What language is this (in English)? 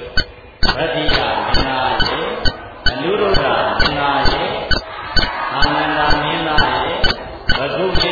Burmese